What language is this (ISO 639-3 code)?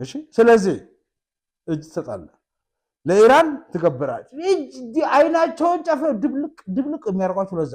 amh